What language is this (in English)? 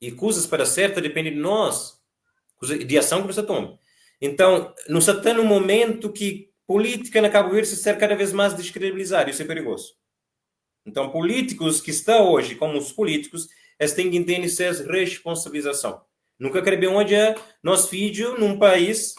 Kabuverdianu